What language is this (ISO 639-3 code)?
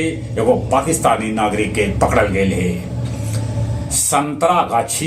mag